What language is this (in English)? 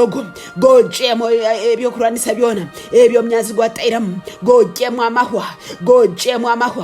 Tooro